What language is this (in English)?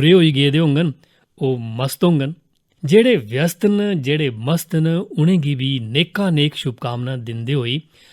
Dogri